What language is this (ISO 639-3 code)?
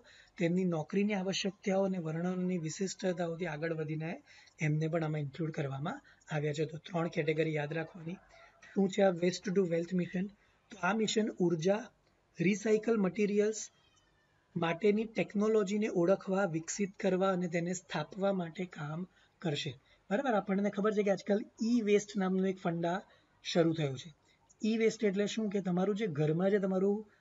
guj